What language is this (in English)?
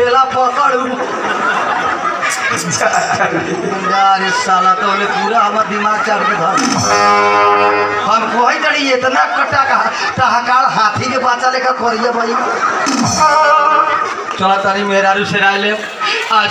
Bhojpuri